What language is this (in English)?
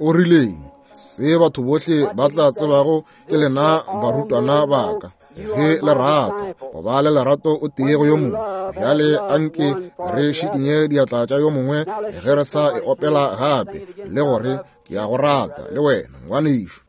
Northern Sotho